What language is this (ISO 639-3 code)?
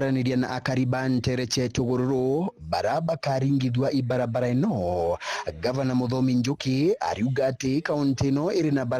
mer